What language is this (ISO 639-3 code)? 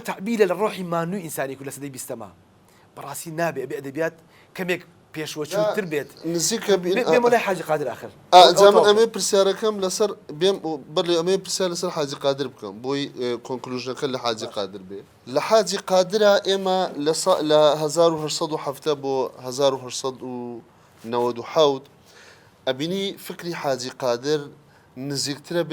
ckb